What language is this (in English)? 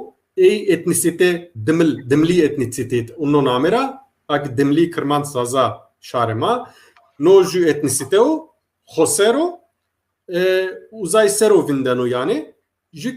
Zaza